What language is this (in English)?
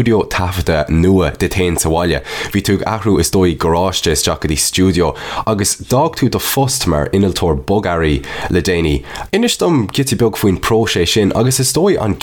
Irish